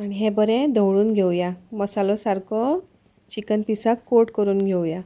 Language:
Konkani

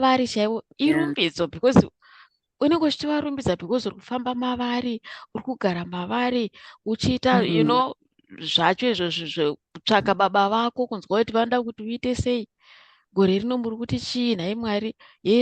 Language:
Shona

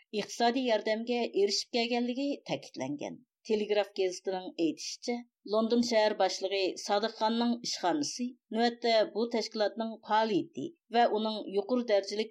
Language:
Uyghur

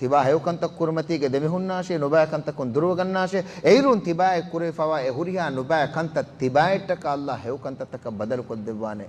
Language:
Divehi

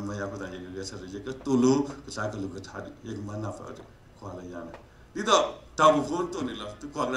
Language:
S'gaw Karen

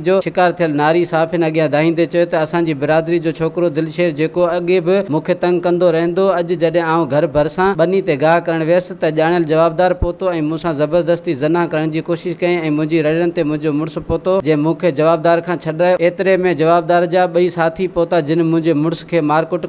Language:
Sindhi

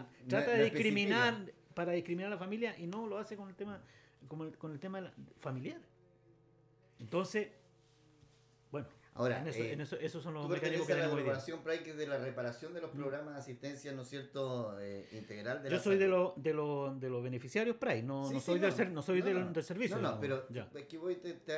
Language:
Spanish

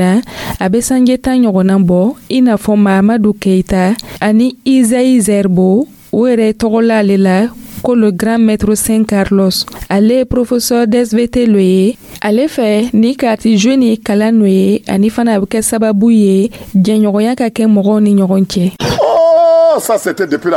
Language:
Dyula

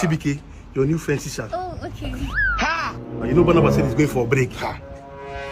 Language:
Nigerian Pidgin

